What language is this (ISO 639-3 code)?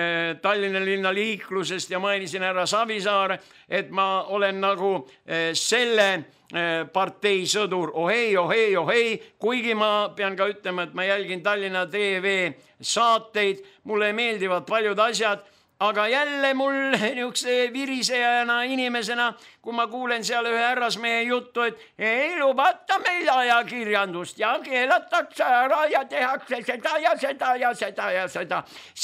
est